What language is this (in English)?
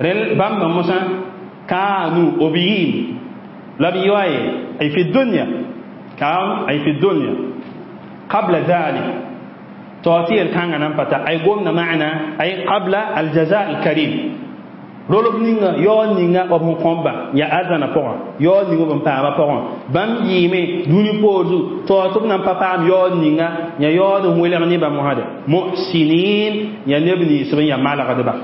Mossi